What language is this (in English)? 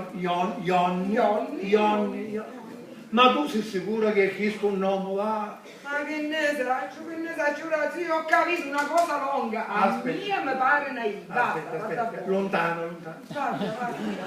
Sicilian